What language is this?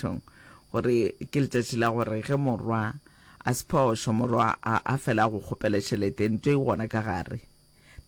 Northern Sotho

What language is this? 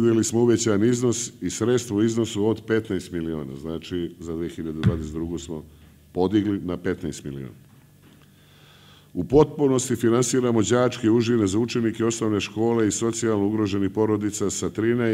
Serbian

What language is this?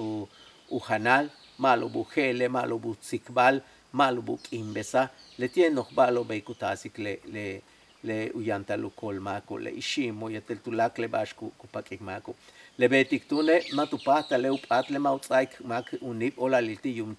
Yucateco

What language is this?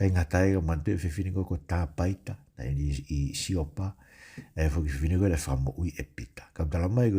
Tongan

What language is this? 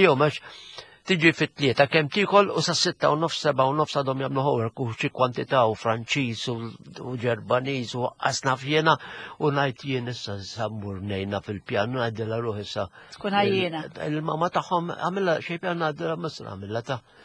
Maltese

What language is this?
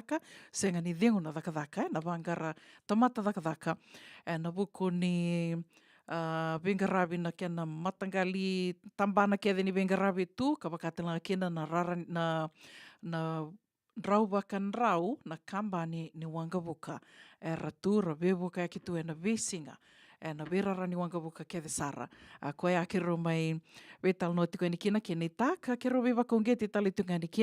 Fijian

